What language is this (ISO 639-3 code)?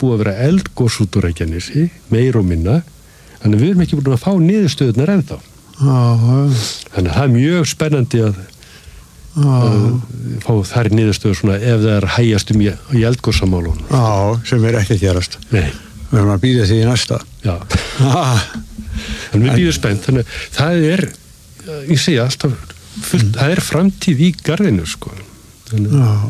isl